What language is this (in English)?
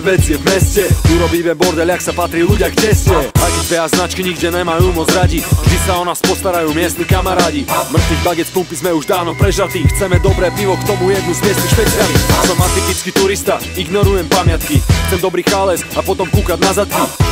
Slovak